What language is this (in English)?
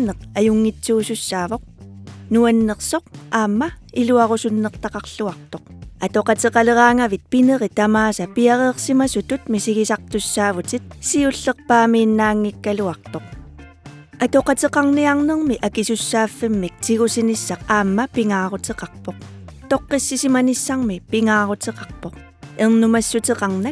Kalaallisut